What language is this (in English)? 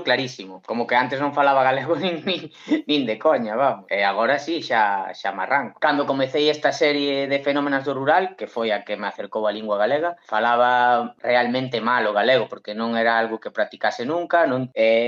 Galician